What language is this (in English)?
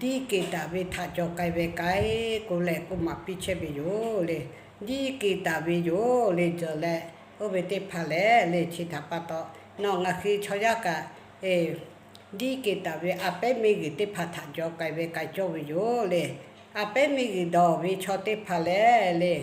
Lahu